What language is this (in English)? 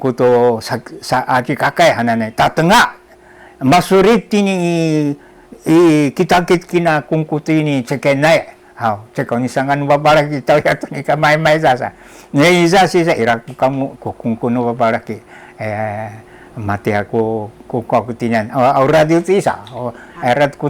Sakizaya